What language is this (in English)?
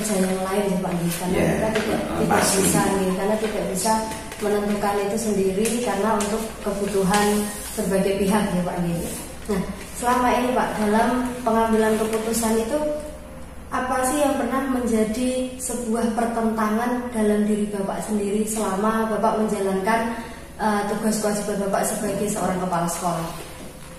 Indonesian